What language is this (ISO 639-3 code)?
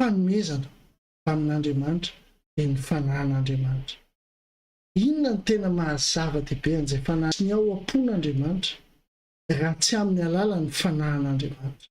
mlg